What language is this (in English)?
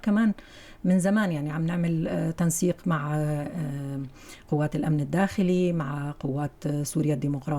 North Levantine Arabic